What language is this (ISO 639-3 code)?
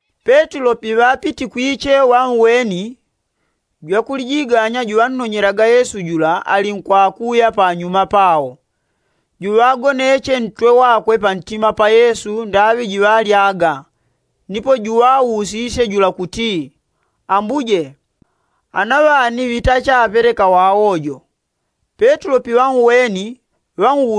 yao